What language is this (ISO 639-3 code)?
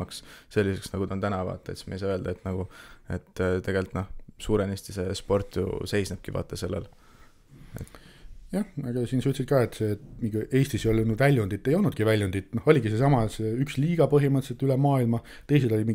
est